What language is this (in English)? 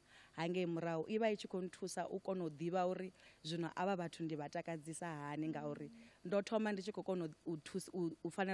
Venda